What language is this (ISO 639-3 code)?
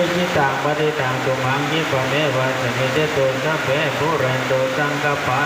pli